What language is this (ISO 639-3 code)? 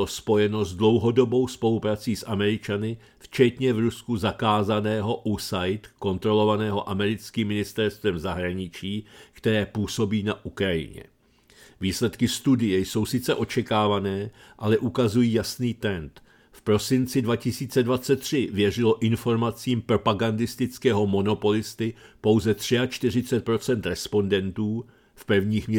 ces